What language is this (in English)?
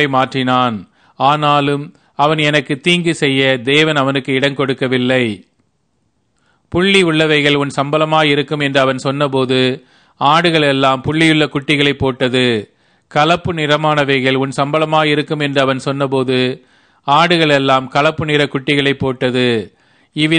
Tamil